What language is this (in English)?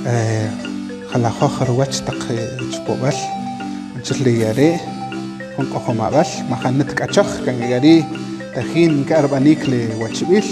Kaqchikel